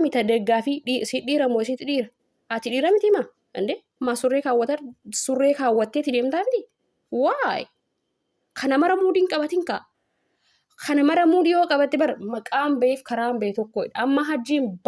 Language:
Oromo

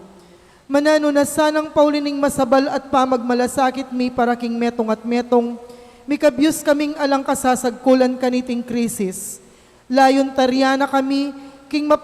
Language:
Pampanga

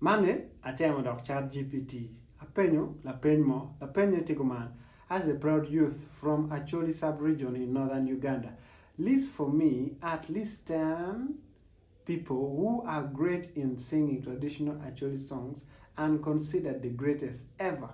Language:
Acoli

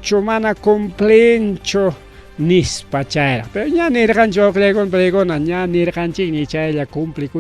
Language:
Ayacucho Quechua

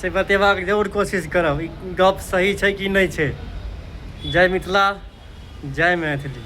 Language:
Maithili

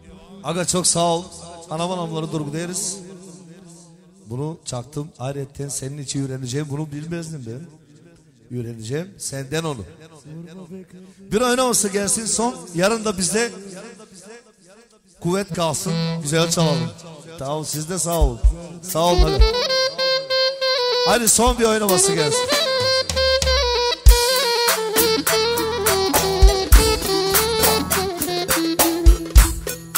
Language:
Turkish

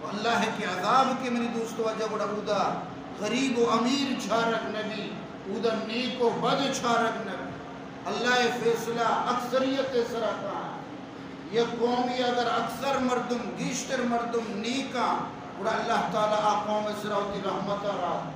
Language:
Baluchi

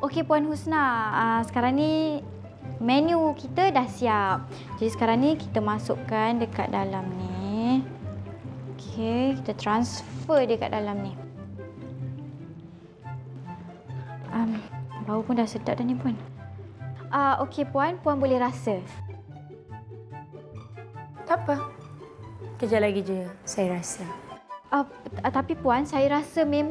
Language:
Malay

